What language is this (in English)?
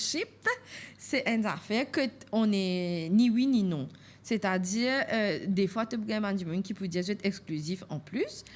Morisyen